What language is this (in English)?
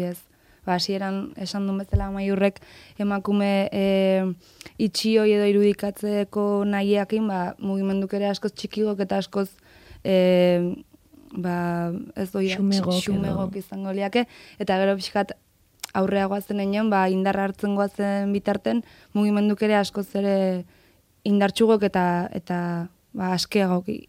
Basque